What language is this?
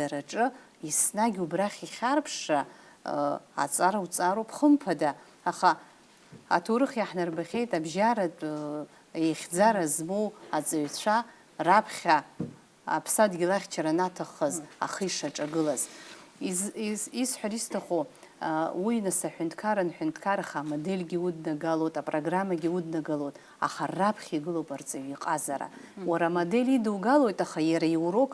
Abkhazian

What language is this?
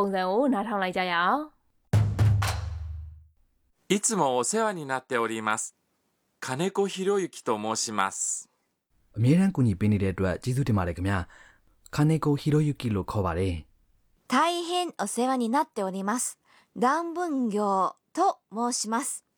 Burmese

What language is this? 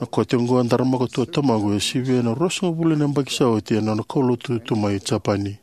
Fijian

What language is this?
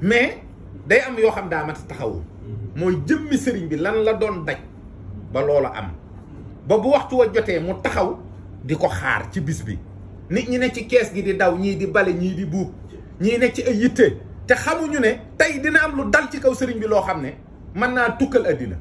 Wolof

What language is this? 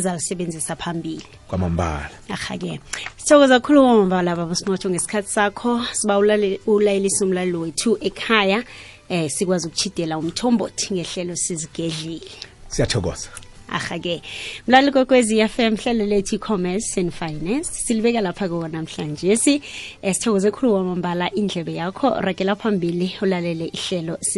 South Ndebele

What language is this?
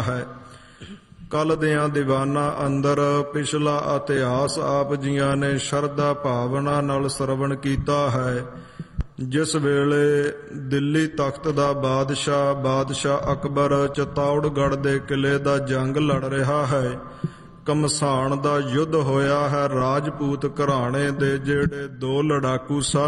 Punjabi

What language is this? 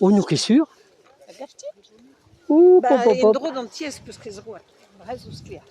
Breton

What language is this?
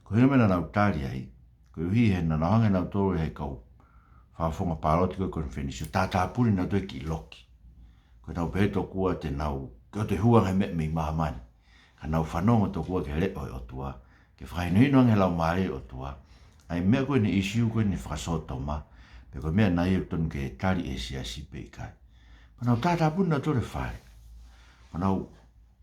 Tongan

